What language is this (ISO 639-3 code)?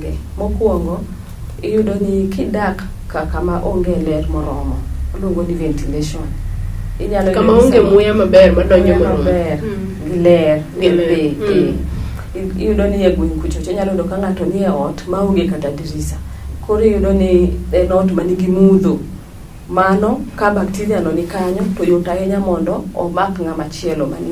luo